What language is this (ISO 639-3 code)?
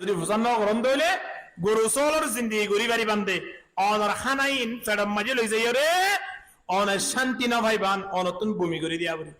rhg